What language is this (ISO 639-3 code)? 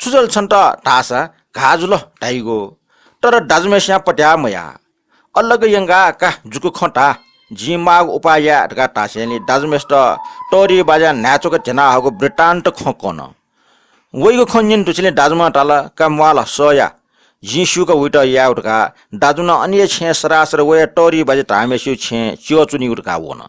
new